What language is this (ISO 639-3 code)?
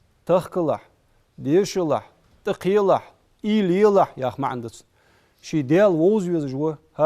inh